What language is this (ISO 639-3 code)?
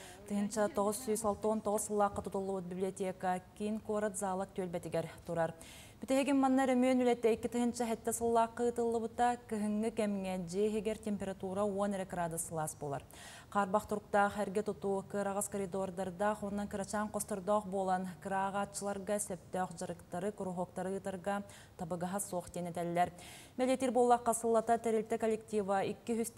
sah